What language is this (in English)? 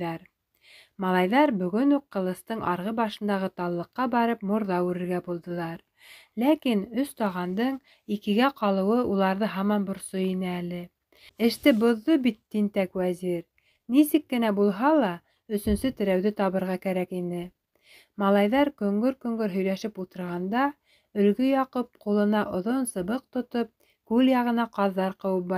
Bashkir